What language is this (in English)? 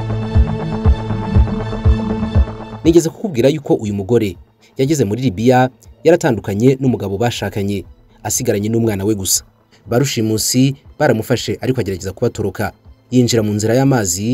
Kinyarwanda